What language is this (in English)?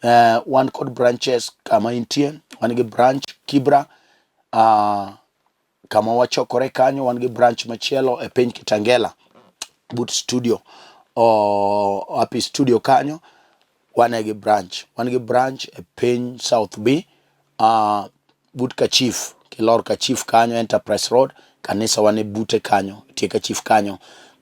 Luo (Kenya and Tanzania)